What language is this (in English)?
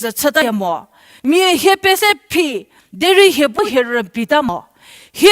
Angami Naga